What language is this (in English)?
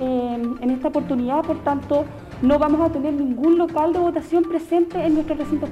Spanish